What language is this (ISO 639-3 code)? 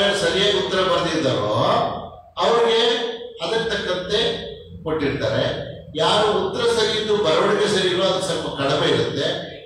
kan